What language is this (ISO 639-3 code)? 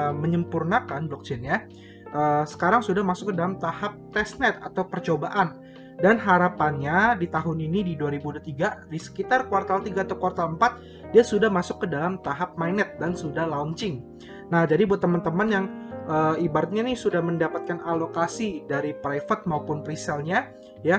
ind